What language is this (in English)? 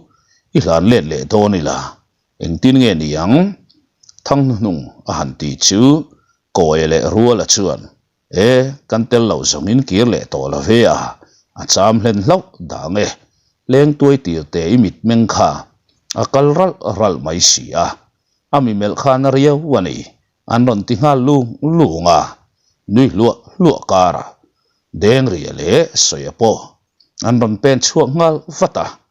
Mizo